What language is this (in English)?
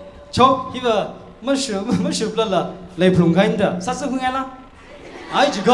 Tangkhul Naga (India)